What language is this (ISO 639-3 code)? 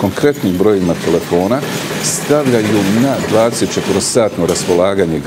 bos